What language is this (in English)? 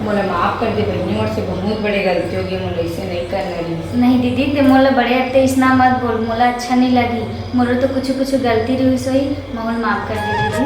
Chhattisgarhi